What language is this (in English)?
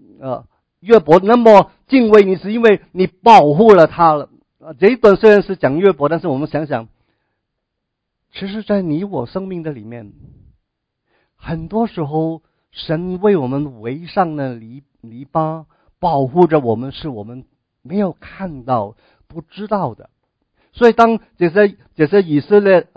Chinese